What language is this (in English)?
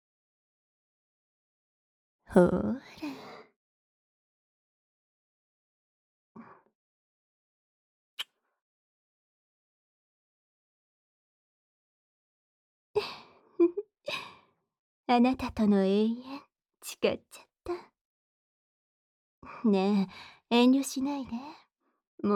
Japanese